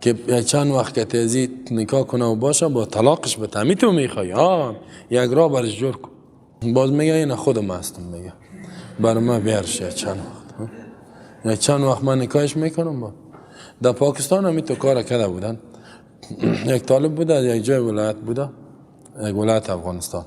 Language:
Persian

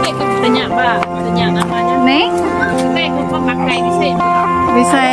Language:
Iban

